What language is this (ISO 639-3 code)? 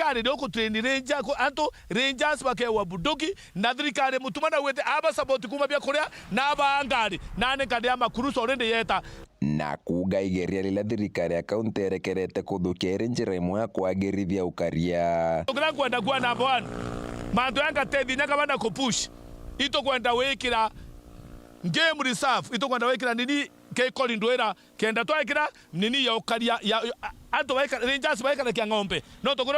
mer